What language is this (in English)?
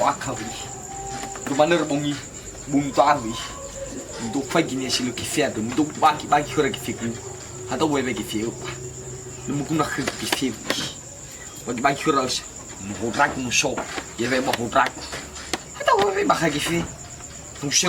Nias